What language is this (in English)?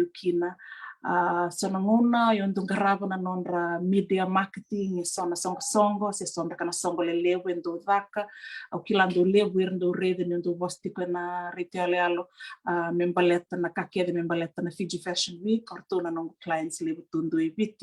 Fijian